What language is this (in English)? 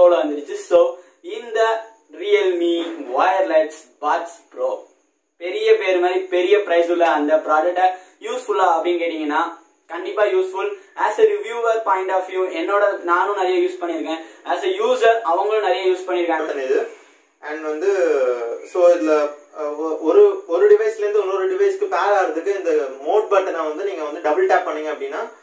Tamil